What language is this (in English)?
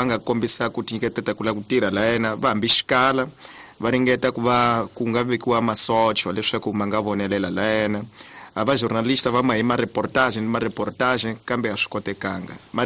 Tsonga